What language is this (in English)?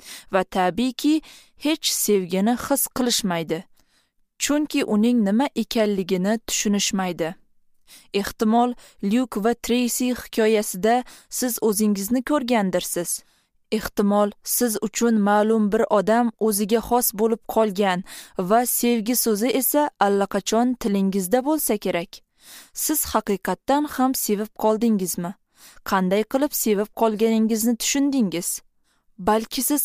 Uzbek